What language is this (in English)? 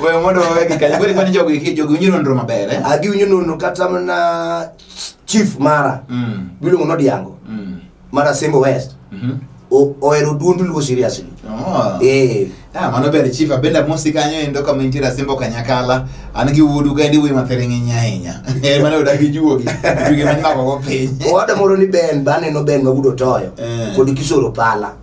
Luo (Kenya and Tanzania)